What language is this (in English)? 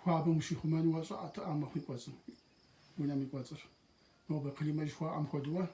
Kabardian